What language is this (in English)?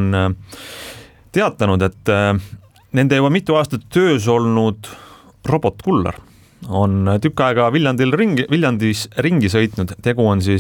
Estonian